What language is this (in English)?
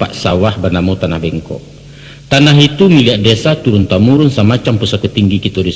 Minangkabau